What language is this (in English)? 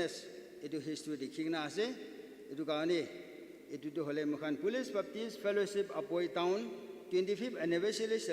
Naga Pidgin